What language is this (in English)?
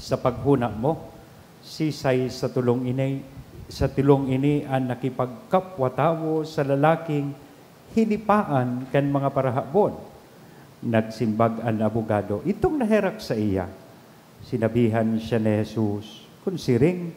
Bikol